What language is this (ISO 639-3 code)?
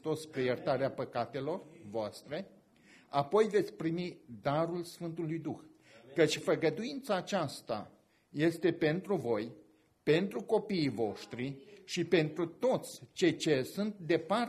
ron